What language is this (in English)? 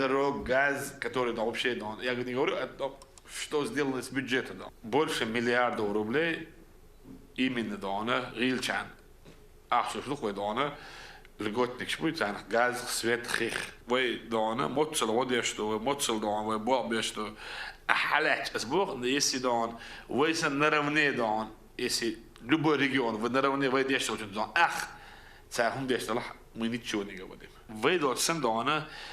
Chechen